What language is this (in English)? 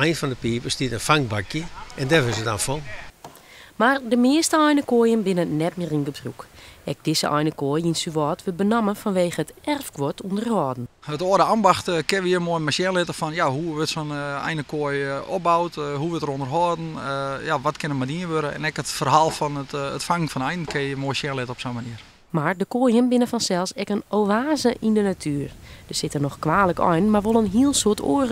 Western Frisian